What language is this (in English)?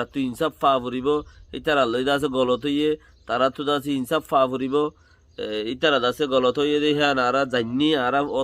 Rohingya